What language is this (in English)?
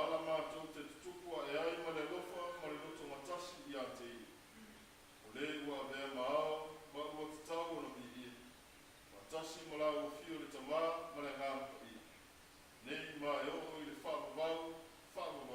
Samoan